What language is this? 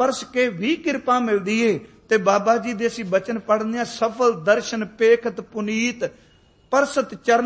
Punjabi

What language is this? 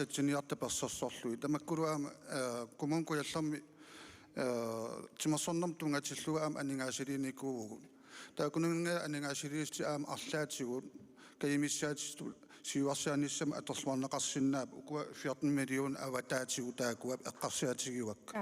Kalaallisut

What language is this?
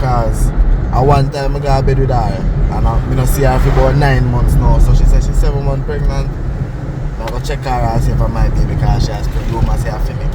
Jamaican Creole English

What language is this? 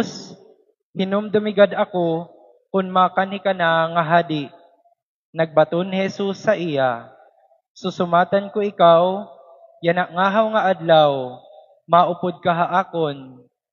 Waray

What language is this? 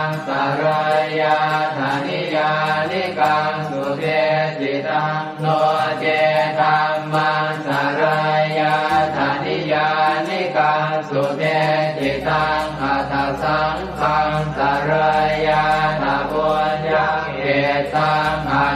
Pali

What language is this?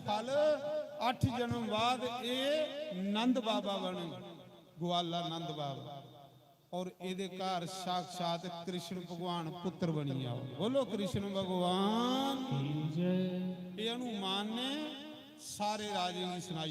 Dogri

